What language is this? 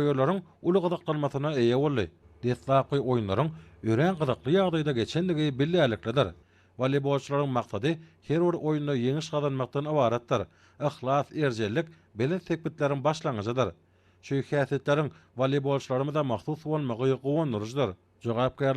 Turkmen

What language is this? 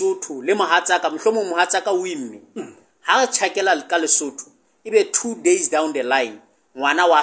Southern Sotho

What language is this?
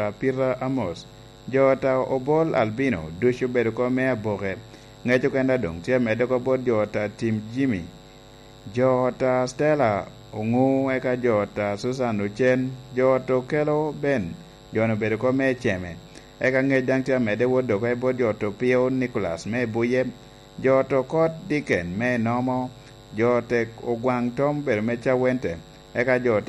Lango (Uganda)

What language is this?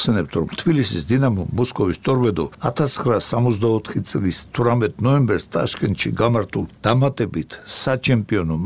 Georgian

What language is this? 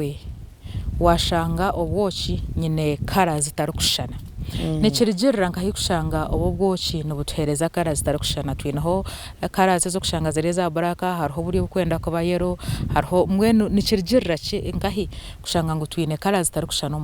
Nyankole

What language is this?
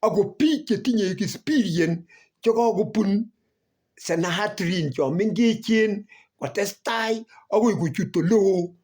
Kalenjin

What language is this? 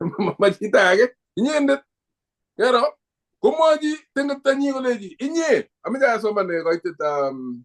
Kalenjin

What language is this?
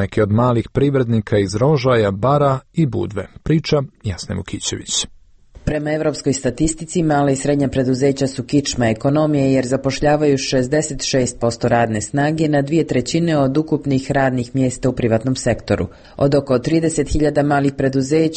Serbian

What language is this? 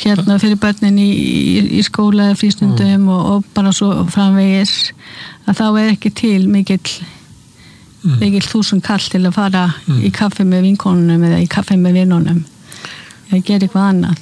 Icelandic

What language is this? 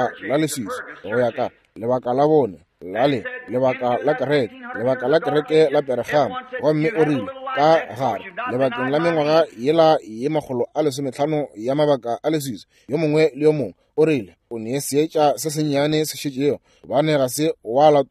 Northern Sotho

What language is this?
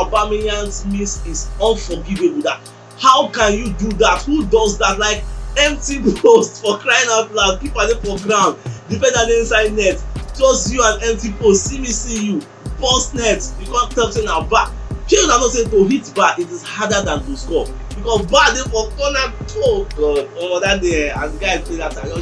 Nigerian Pidgin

